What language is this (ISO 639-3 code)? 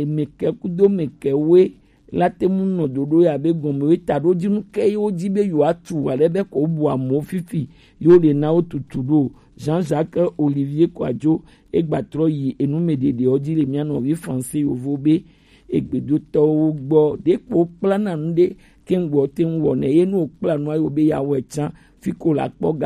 gej